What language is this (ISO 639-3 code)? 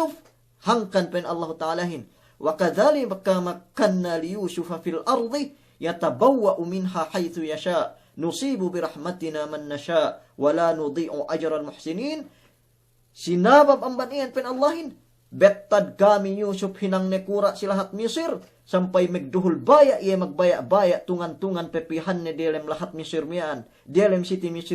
yka